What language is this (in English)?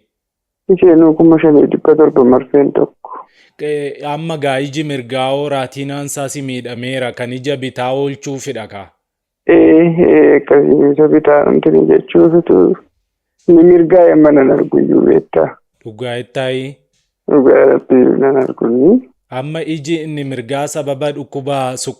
Oromo